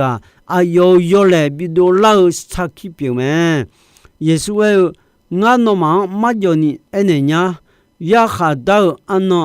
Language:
Akha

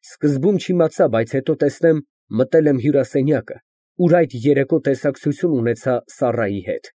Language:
Armenian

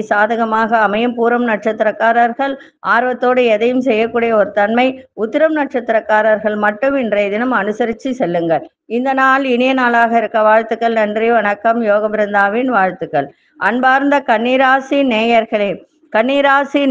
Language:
Tamil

